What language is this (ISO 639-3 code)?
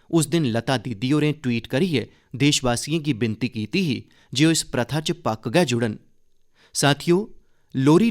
doi